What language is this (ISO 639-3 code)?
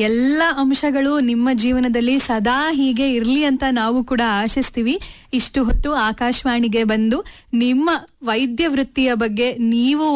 kan